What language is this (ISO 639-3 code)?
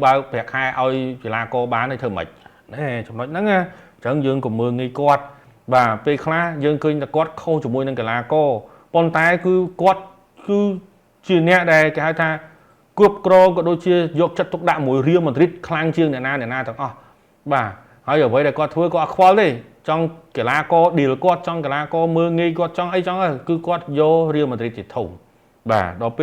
khm